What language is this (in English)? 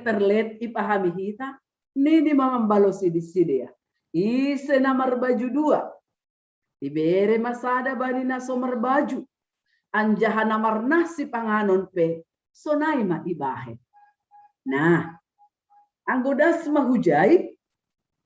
Batak Simalungun